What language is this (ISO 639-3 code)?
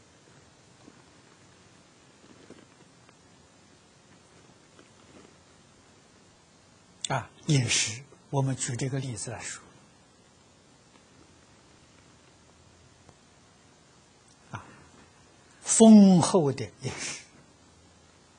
zho